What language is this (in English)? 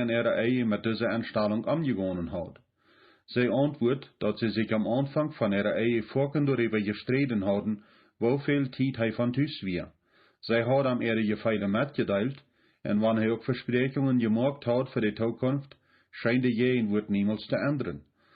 Plautdietsch